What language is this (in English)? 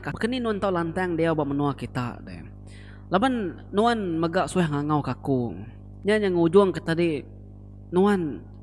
Iban